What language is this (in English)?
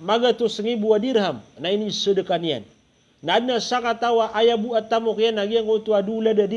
Maranao